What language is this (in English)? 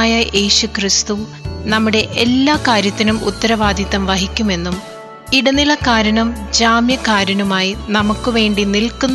Malayalam